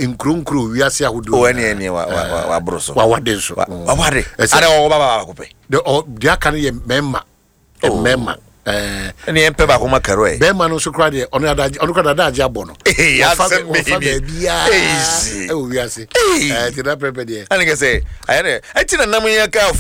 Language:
Akan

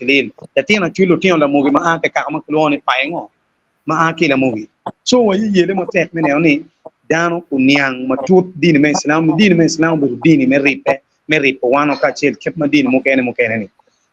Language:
Acoli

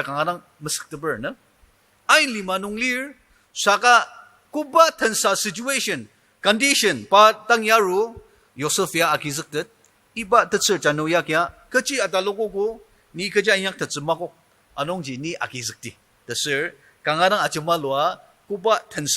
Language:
Ao Naga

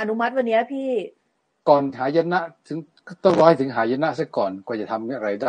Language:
Thai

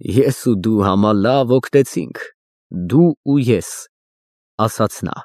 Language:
Armenian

